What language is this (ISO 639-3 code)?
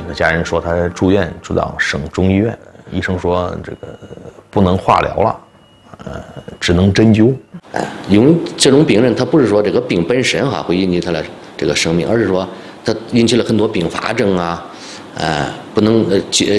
zho